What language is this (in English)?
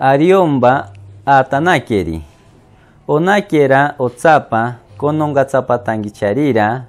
Machiguenga